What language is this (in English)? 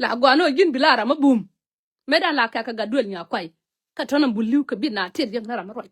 Nuer